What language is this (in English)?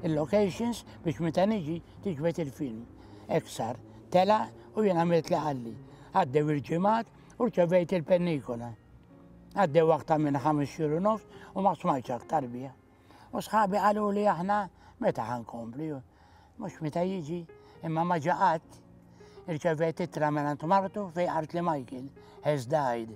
Maltese